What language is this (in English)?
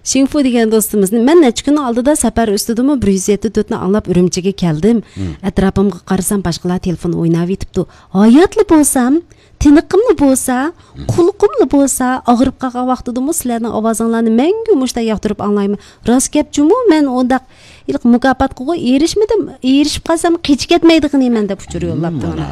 Uyghur